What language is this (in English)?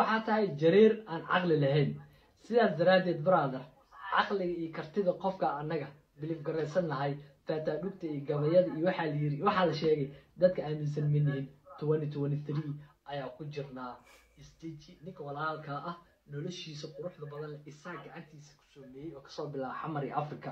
Somali